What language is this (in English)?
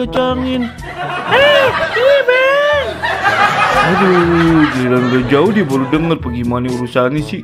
Betawi